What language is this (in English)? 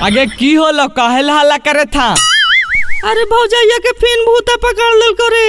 Magahi